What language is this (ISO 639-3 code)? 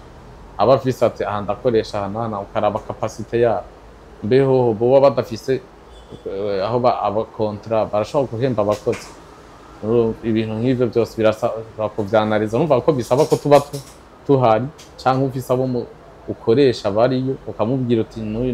run